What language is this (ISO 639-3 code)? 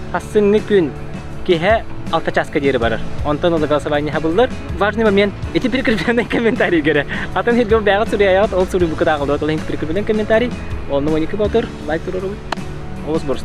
sah